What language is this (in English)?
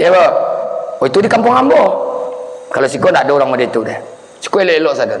Minangkabau